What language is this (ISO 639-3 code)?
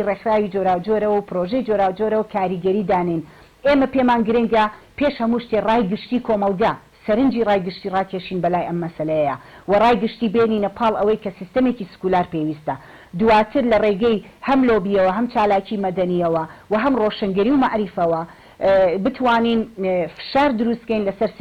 ckb